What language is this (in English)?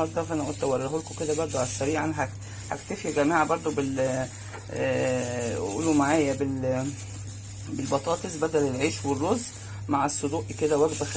Egyptian Arabic